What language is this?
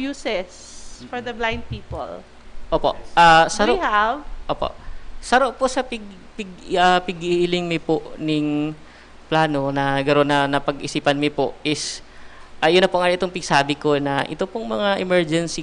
Bikol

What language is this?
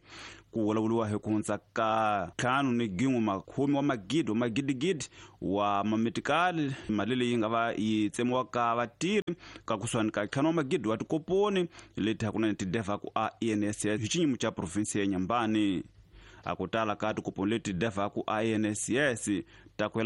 Tsonga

